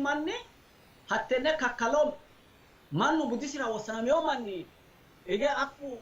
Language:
Sidamo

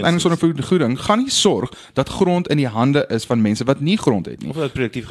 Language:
Afrikaans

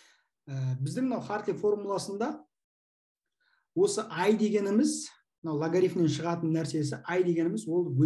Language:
Kazakh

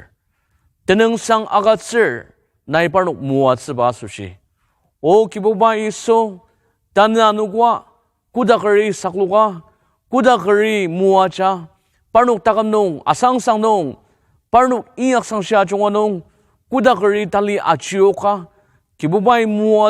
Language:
Ao Naga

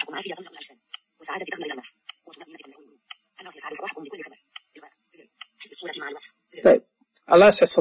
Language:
Najdi Arabic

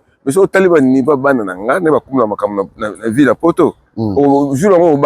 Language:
Lingala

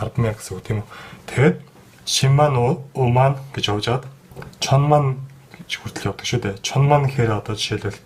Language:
Mongolian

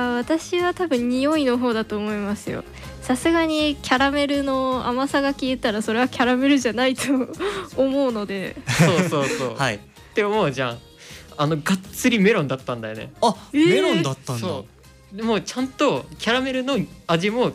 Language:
Japanese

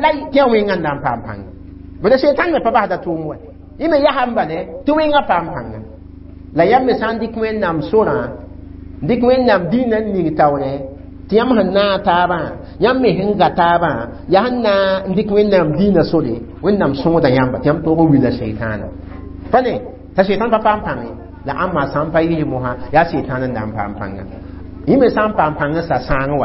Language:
Mossi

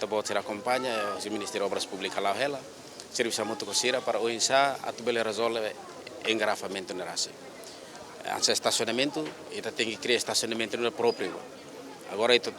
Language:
Tetum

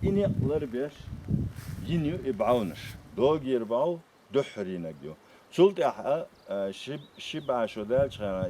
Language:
Chechen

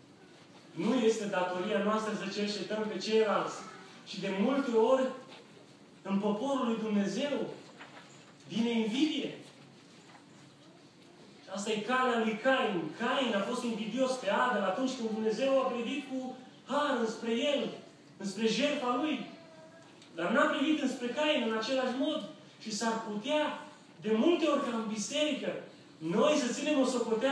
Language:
Romanian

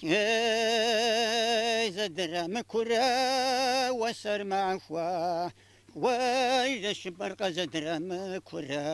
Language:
Kabardian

